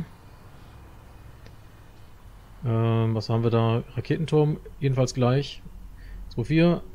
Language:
German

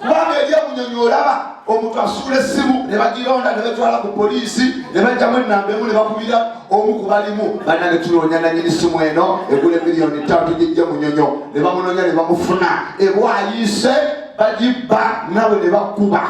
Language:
Ganda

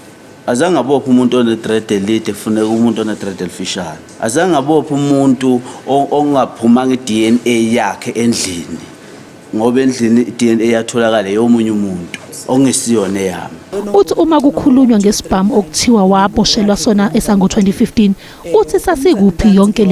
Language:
Zulu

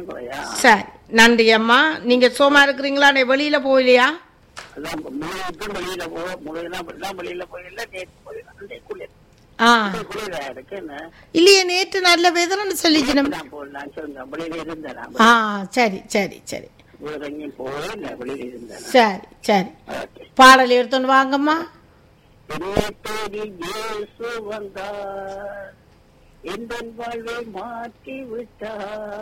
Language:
Tamil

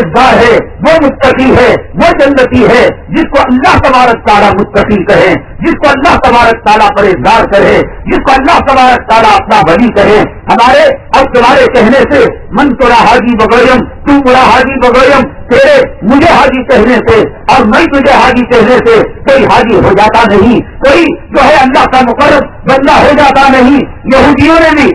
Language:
Urdu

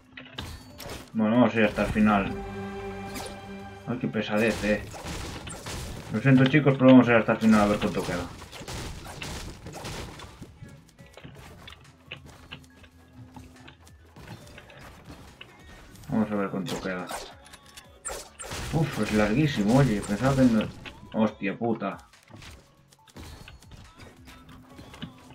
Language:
Spanish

